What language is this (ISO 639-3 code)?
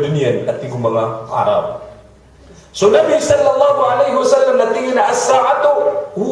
mrw